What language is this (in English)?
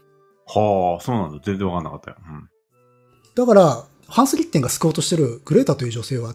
Japanese